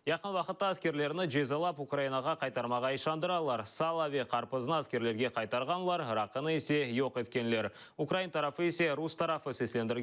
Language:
Crimean Tatar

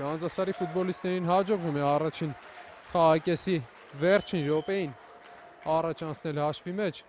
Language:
Armenian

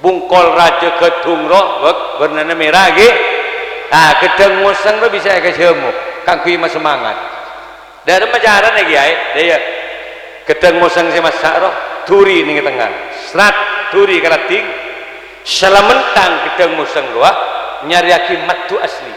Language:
Madurese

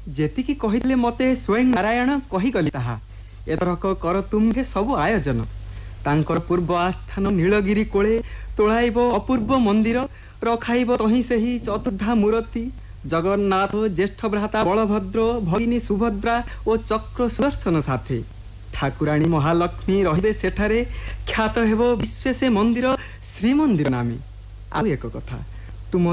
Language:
Odia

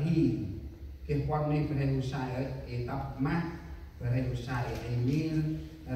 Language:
Central Mnong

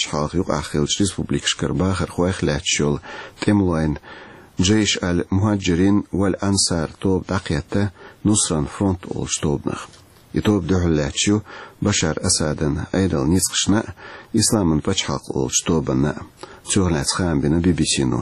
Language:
Chechen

